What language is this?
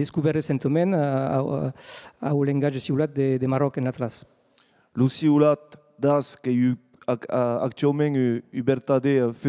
Occitan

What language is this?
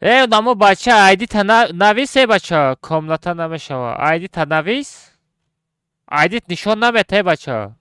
Tajik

